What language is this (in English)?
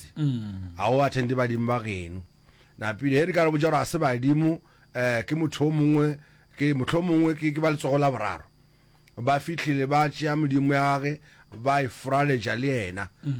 Northern Sotho